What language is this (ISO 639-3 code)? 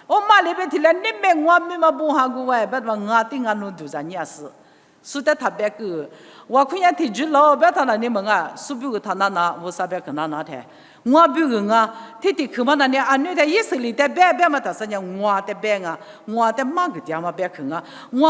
lis